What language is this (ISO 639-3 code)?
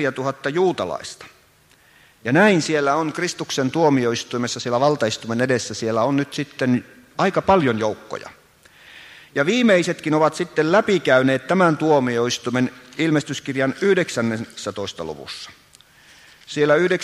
fin